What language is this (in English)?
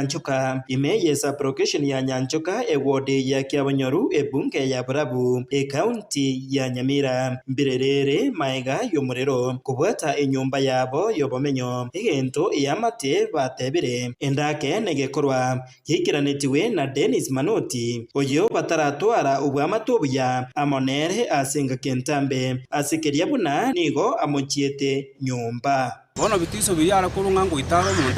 Gusii